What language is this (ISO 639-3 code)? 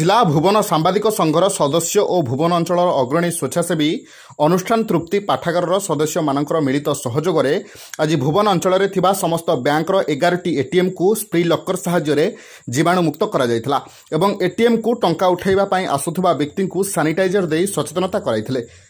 ori